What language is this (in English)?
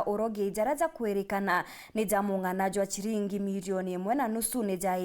Meru